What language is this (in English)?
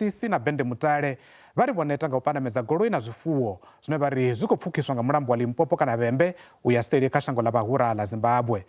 Venda